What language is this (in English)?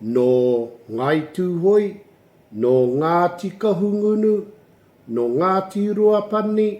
Māori